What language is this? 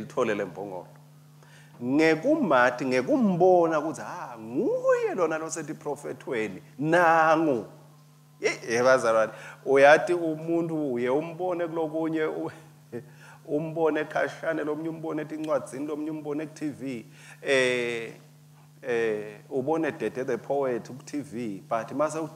Swati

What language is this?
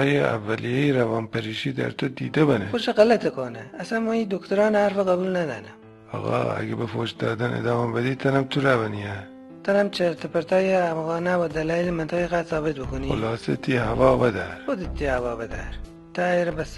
Gilaki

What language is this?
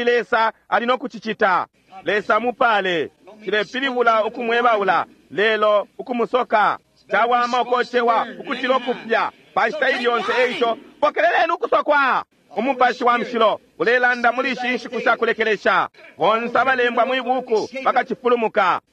Bemba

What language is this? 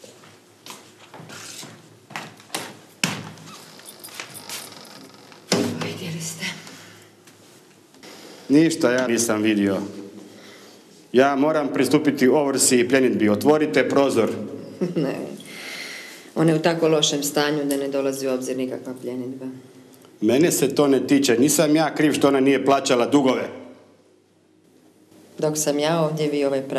Croatian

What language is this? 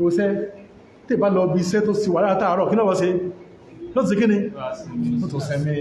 Yoruba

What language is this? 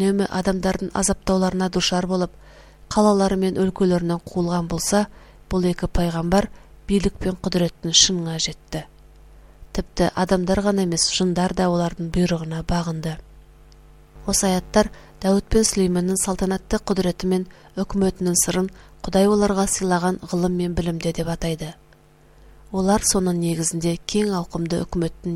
Kazakh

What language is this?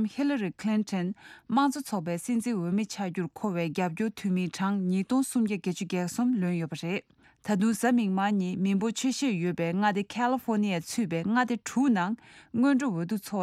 Tibetan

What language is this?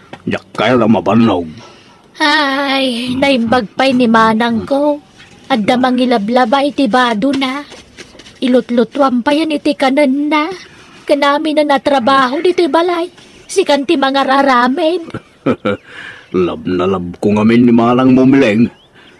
Iloko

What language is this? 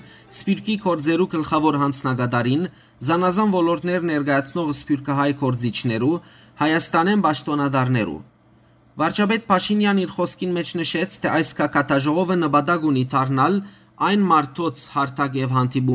Western Armenian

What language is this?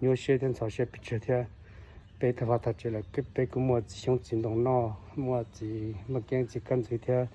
Hmong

